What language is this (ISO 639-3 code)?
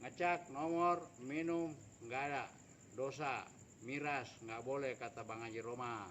bew